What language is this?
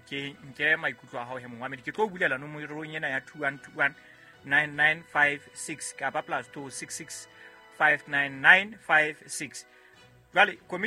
Southern Sotho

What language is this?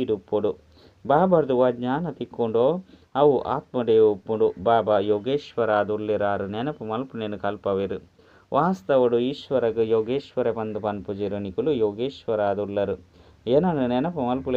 Tulu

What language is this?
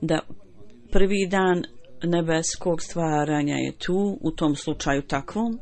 Bosnian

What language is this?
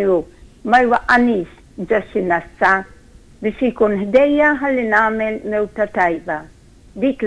Maltese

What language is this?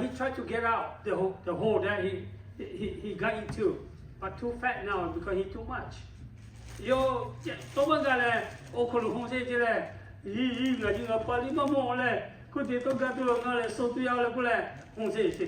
Lahu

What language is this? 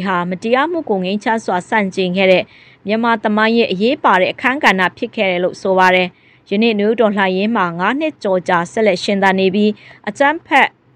Burmese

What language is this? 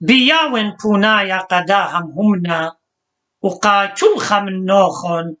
Assyrian Neo-Aramaic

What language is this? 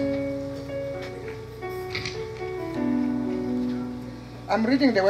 French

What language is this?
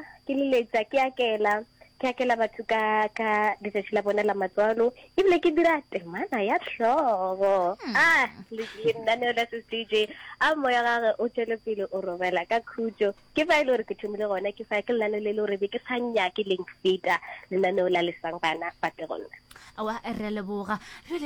Northern Sotho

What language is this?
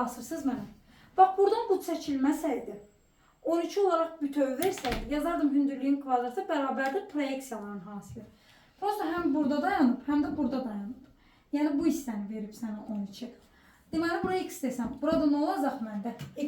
Azerbaijani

